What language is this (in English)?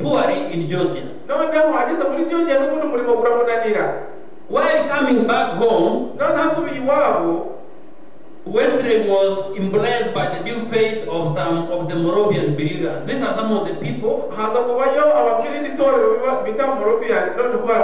Kinyarwanda